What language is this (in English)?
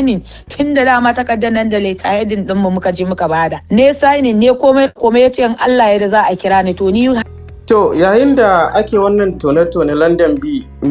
Hausa